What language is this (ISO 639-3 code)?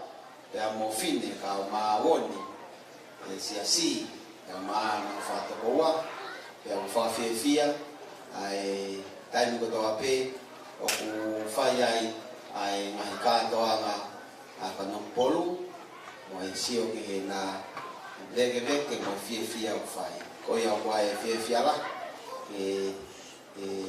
ton